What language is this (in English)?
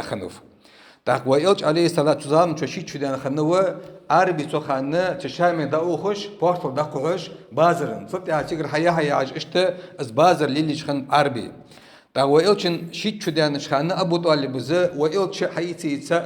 Ingush